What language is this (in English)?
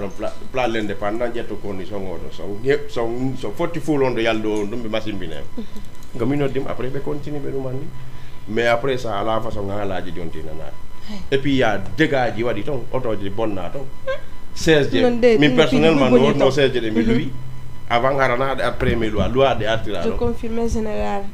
Fula